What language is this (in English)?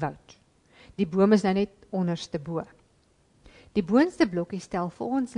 Afrikaans